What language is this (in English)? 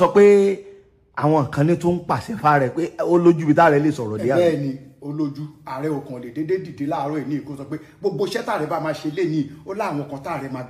Yoruba